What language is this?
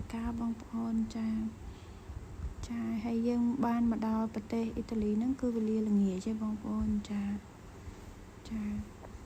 Khmer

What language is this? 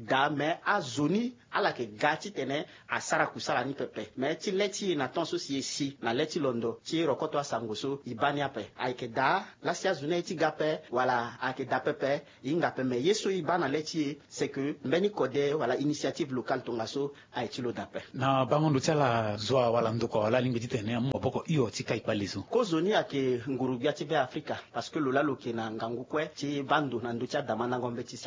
Sango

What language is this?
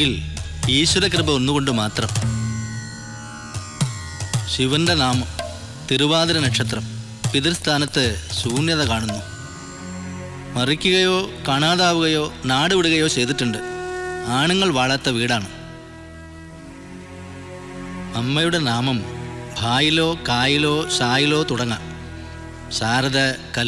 Malayalam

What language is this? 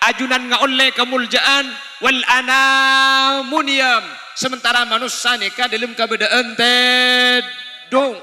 Madurese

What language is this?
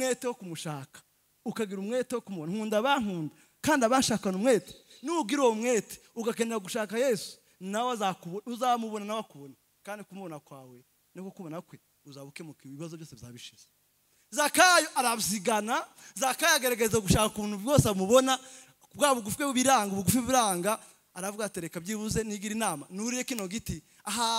Kinyarwanda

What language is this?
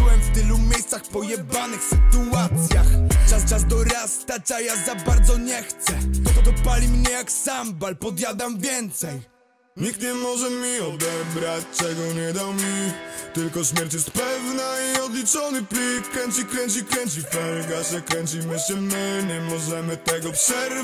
Polish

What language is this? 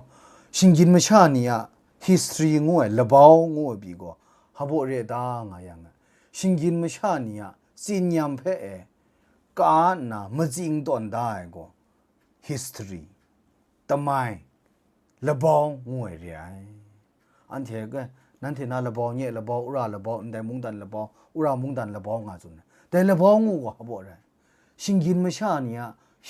Kachin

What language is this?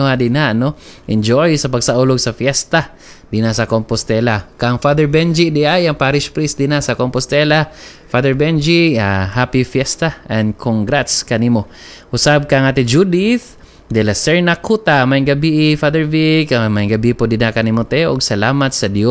Cebuano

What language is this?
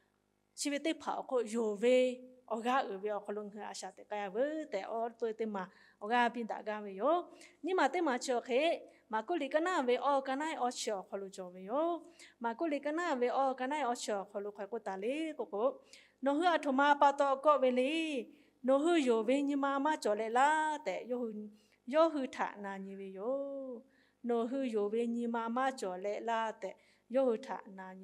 Lahu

